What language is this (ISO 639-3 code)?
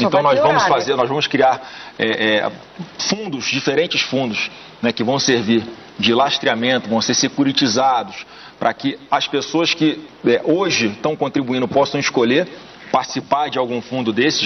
por